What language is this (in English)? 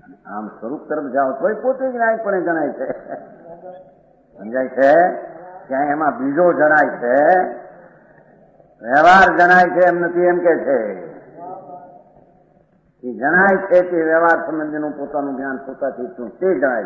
Gujarati